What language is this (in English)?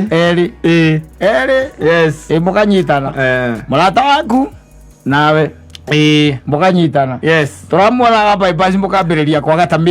Kikuyu